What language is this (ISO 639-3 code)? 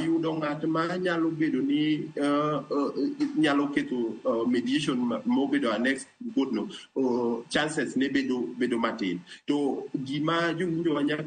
luo